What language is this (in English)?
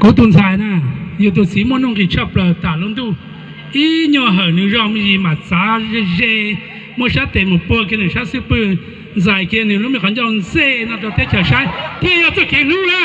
Hmong